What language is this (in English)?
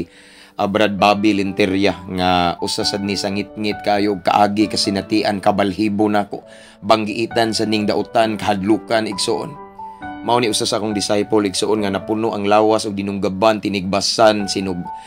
Cebuano